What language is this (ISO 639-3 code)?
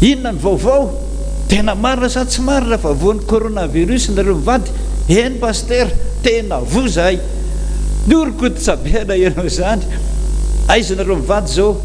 mlg